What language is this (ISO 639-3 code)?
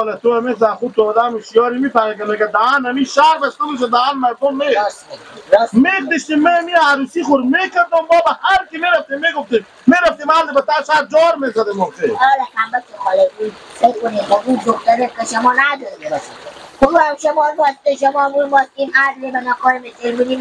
fas